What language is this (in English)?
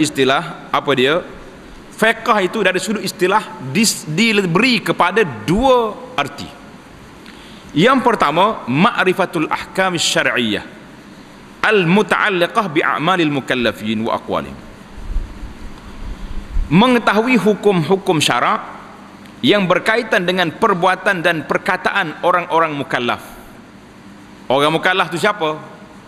Malay